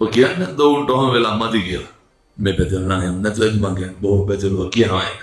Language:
Sinhala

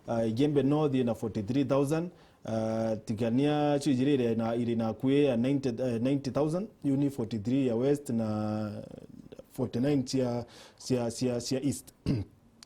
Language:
Meru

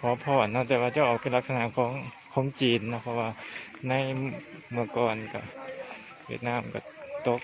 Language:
Lao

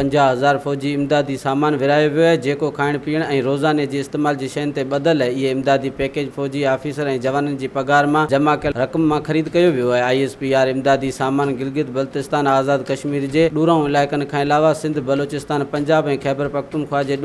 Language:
Sindhi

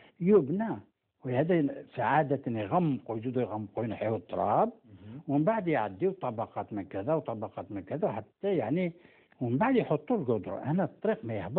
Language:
Algerian Arabic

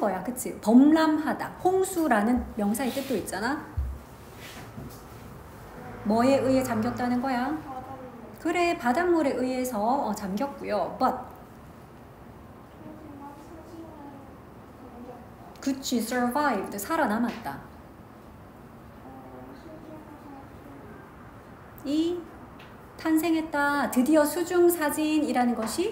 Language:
Korean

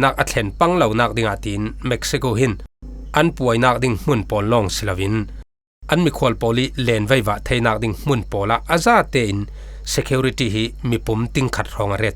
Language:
Falam Chin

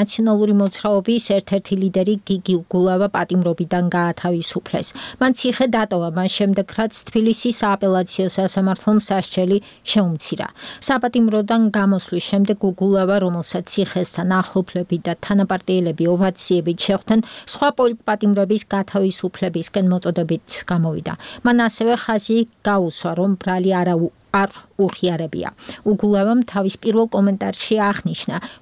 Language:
Georgian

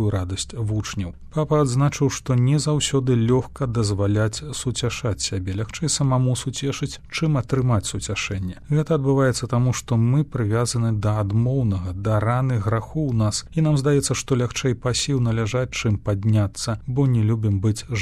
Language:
Belarusian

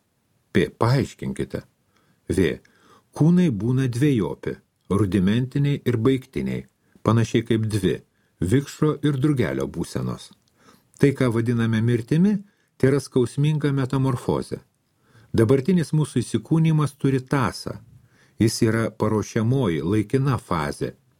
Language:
Lithuanian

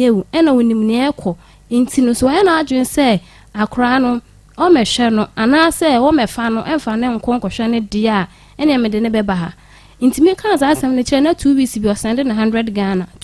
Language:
Akan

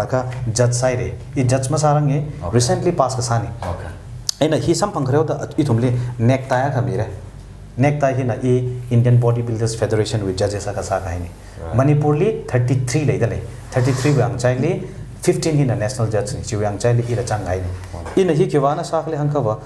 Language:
Tangkhul Naga (India)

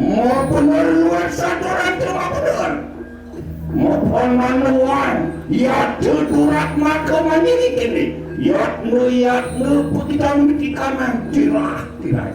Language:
Balinese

